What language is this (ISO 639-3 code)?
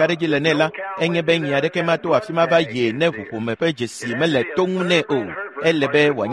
ewe